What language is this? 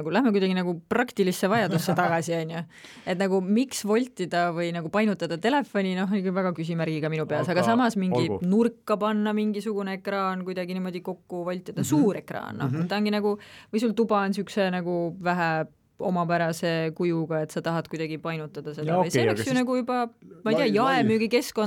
Estonian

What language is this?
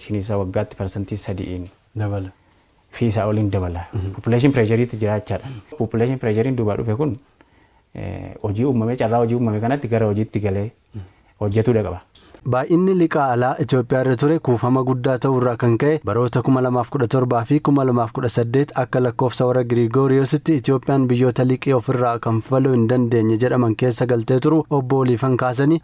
Oromo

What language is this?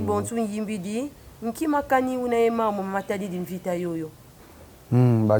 Kongo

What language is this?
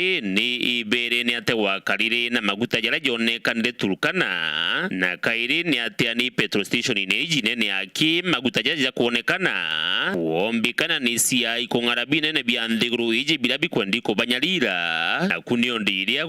Meru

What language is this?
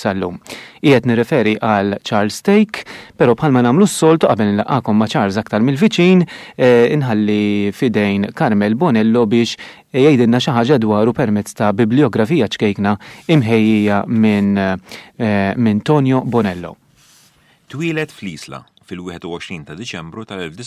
Maltese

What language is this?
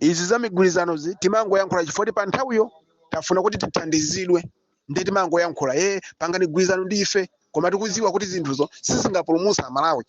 Nyanja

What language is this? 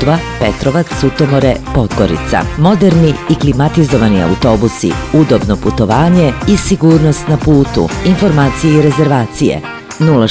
Serbian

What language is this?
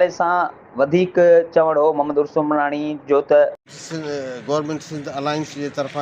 Sindhi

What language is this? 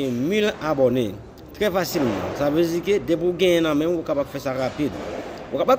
Haitian Creole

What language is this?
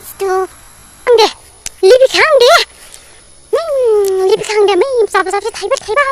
Dimasa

